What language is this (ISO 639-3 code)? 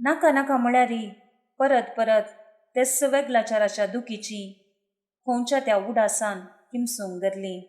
kok